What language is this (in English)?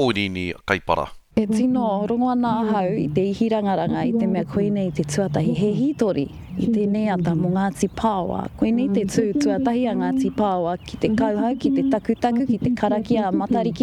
Māori